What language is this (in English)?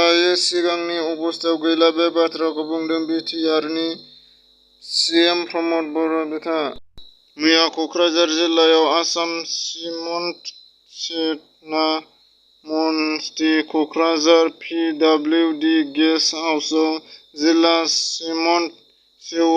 Bodo